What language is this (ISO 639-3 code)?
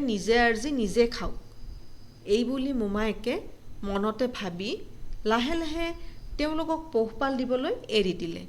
asm